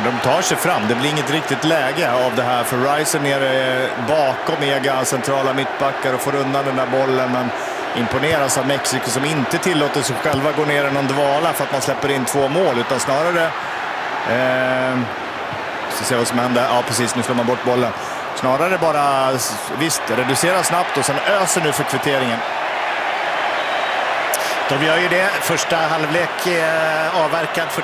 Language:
Swedish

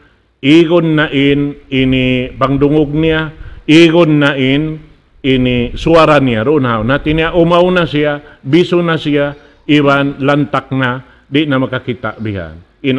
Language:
Tausug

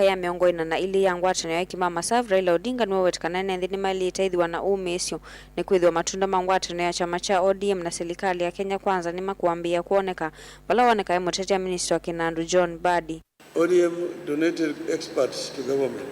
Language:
Kamba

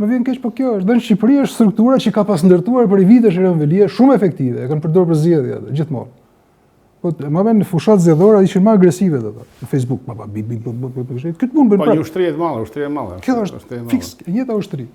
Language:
Albanian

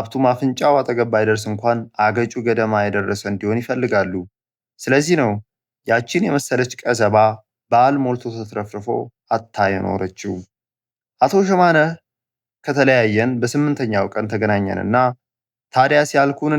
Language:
Amharic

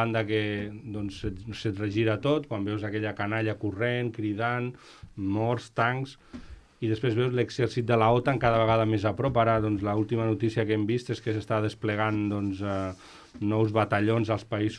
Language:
Catalan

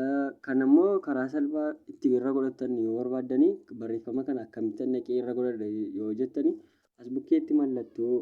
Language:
Oromo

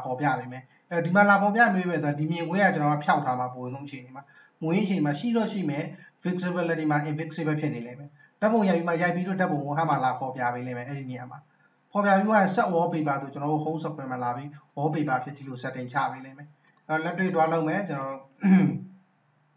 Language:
Burmese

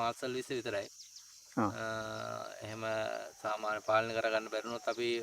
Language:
Sinhala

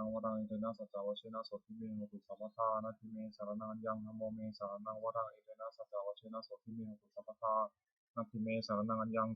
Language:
Pali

